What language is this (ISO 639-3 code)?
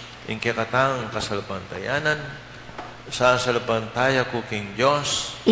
pam